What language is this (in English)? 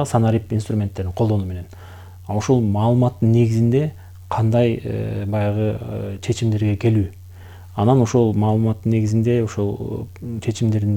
Kyrgyz